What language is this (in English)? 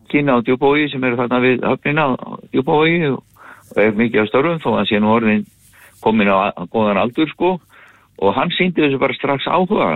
Icelandic